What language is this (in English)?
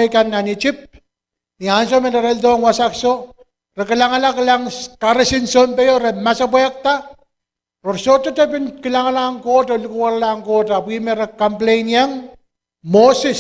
Pohnpeian